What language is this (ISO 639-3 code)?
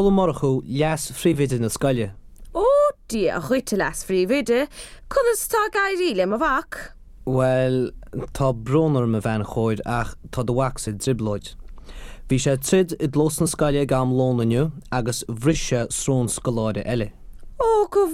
gle